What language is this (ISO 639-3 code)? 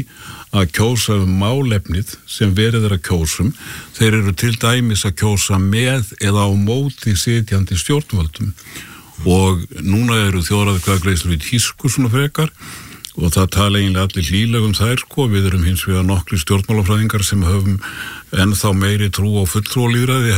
isl